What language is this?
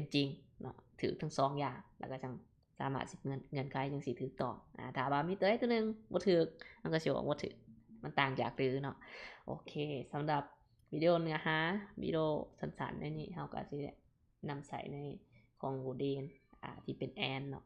Lao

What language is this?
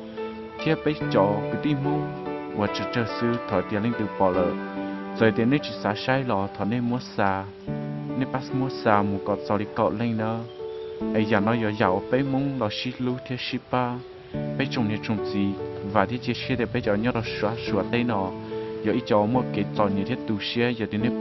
Hmong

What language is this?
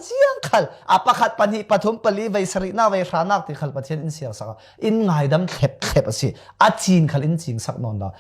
Falam Chin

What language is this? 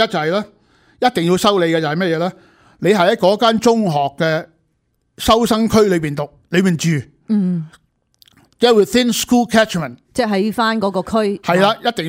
Cantonese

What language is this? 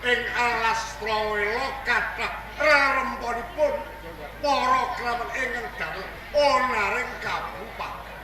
Javanese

